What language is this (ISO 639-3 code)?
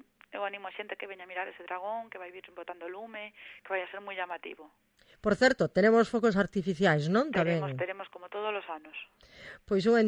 glg